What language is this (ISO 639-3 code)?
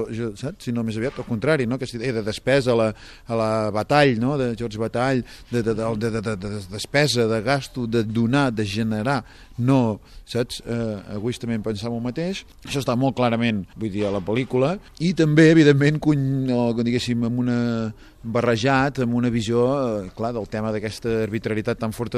cat